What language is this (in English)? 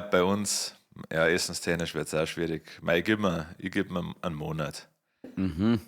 Bavarian